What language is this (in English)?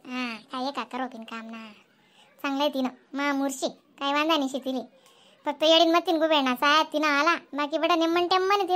Khandesi